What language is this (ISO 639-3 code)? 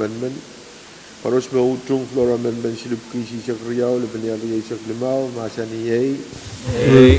pon